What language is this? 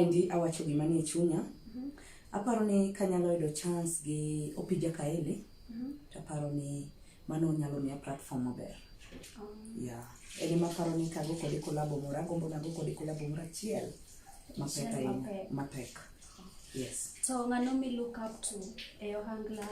Luo (Kenya and Tanzania)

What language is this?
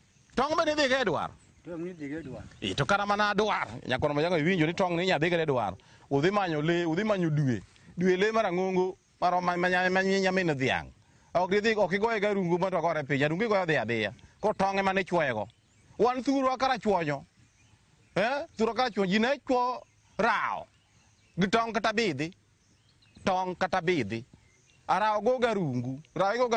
Luo (Kenya and Tanzania)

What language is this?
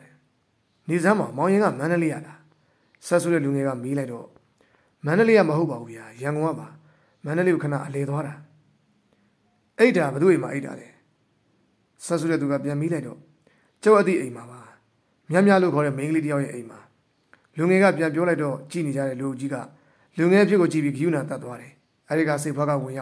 Burmese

